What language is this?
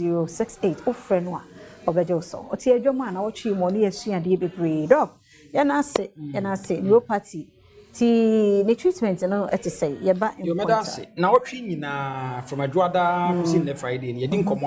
Akan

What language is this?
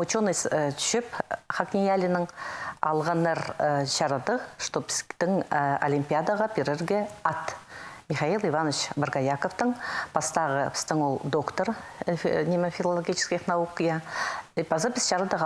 Khakas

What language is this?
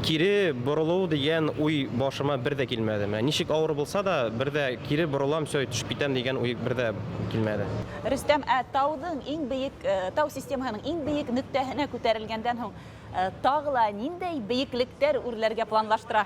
Bashkir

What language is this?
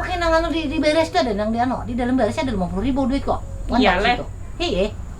Banjar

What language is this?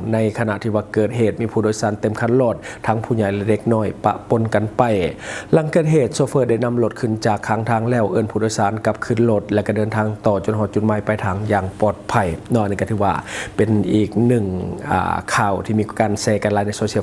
Lao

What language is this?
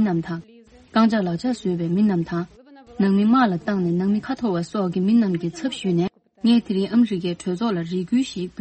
Tibetan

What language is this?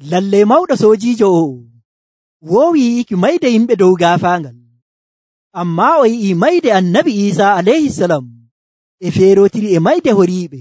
Nigerian Fulfulde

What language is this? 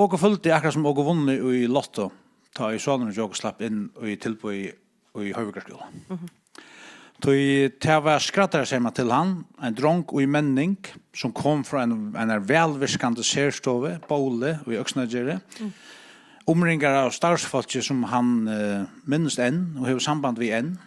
Faroese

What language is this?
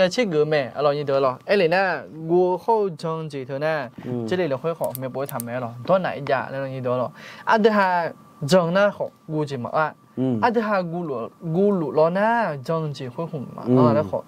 Akha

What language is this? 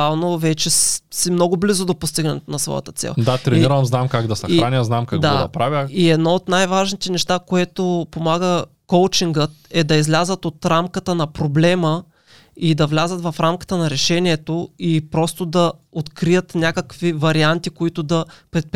Bulgarian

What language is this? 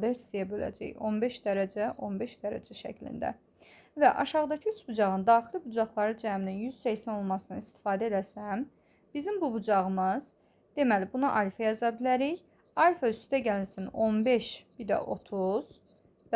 Azerbaijani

